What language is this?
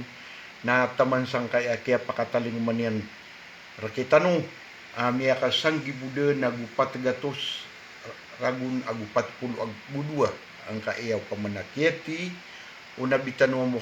Maranao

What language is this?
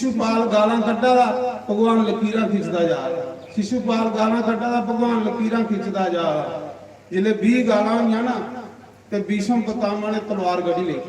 Dogri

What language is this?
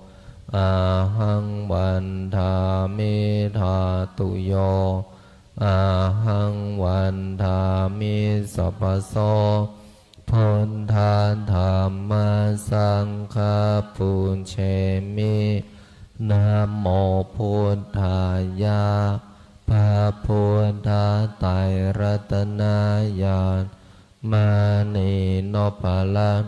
Pali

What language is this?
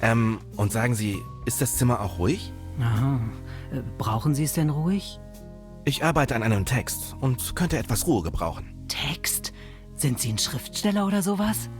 Bavarian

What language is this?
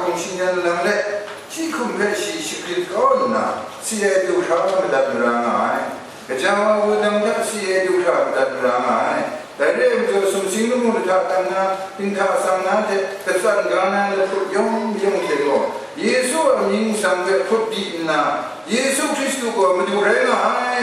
Kachin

